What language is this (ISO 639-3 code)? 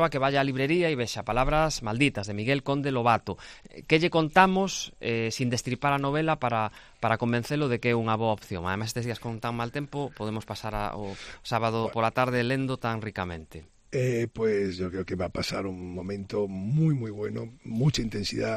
glg